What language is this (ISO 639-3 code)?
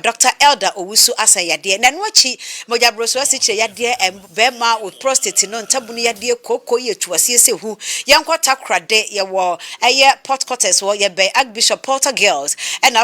aka